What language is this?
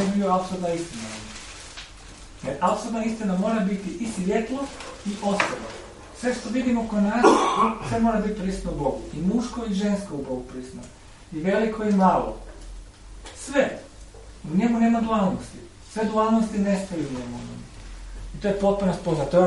Croatian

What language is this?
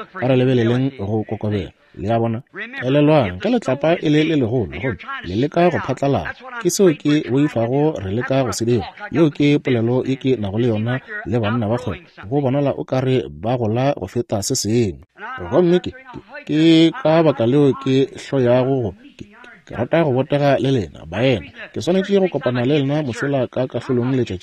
Northern Sotho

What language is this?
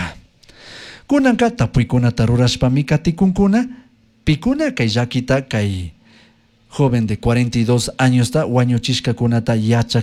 Chimborazo Highland Quichua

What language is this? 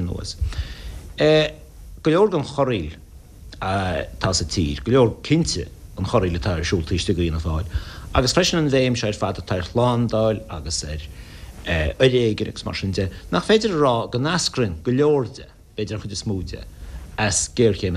Irish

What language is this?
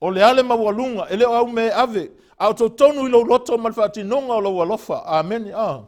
Samoan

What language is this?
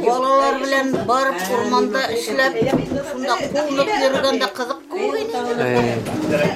Bashkir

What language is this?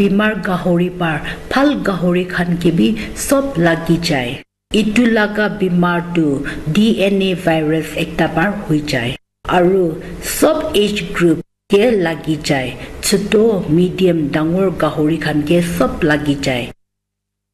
Naga Pidgin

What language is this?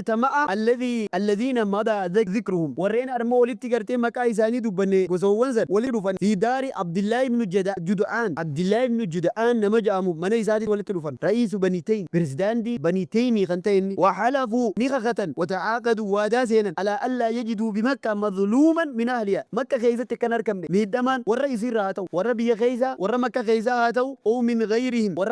Oromo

